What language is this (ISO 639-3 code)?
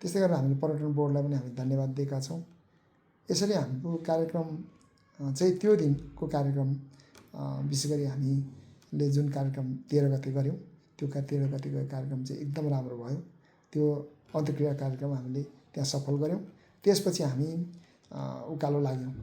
nep